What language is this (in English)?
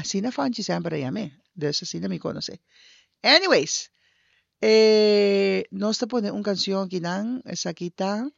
Papiamento